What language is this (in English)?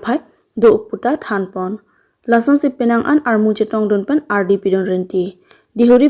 Karbi